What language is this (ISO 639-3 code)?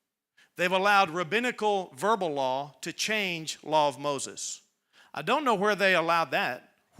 eng